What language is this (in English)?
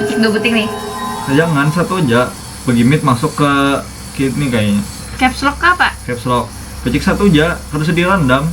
Banjar